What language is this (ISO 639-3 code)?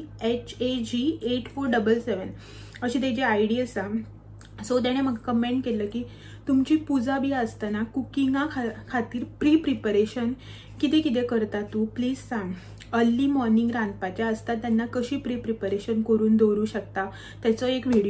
kok